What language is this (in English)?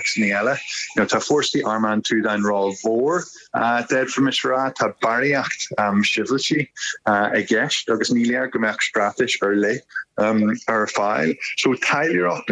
Irish